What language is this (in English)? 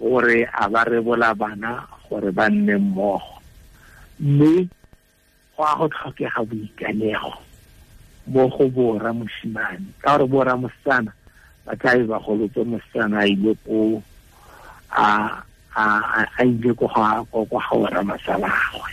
Tswana